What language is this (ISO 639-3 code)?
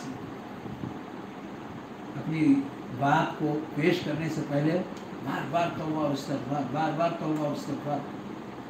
urd